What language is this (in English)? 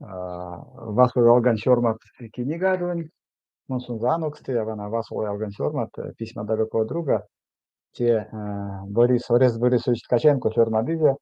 Erzya